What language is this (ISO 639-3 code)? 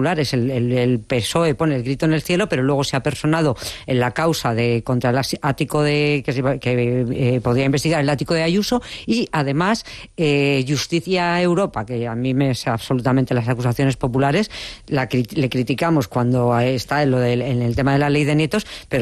spa